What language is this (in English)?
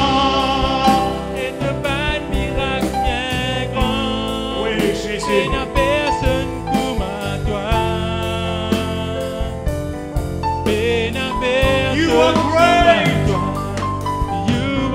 French